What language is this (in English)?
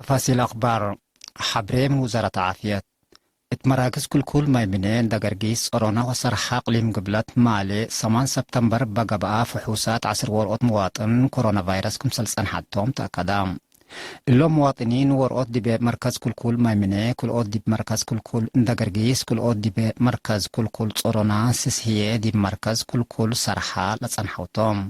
Tigre